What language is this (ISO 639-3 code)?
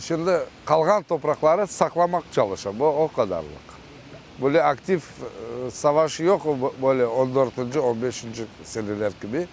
crh